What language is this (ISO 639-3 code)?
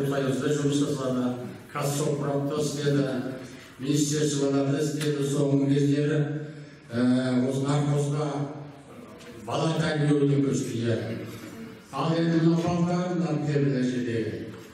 kaz